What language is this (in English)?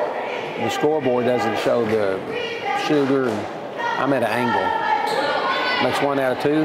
English